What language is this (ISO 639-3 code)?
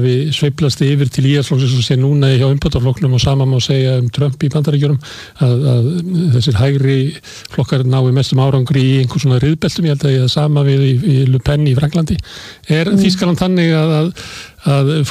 isl